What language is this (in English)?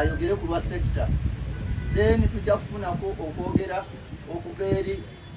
Ganda